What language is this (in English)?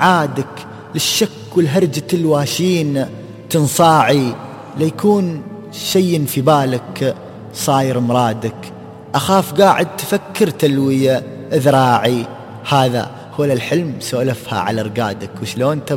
Najdi Arabic